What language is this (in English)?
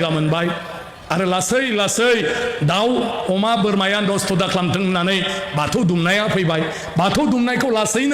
Bodo